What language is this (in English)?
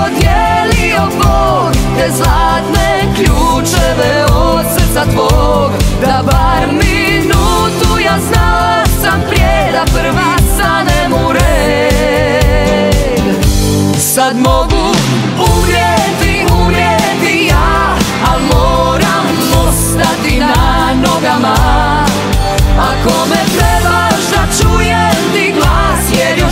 Croatian